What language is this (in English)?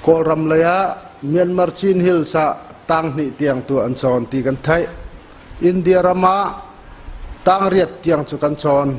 Hakha Chin